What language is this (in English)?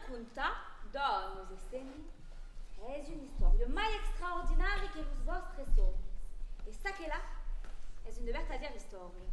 Occitan